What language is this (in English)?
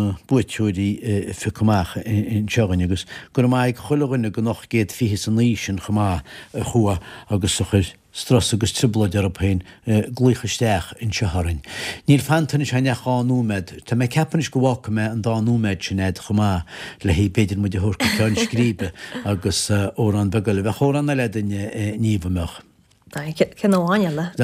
Irish